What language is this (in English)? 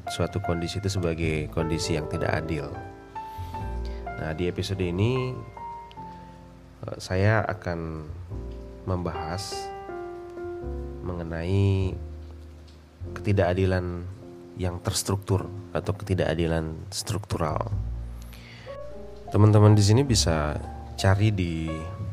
Indonesian